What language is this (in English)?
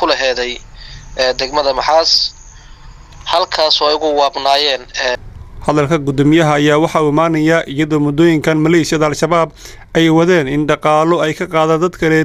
Somali